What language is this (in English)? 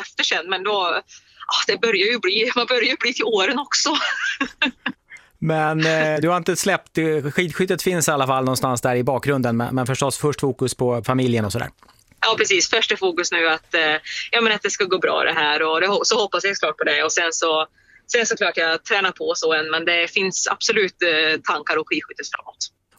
Swedish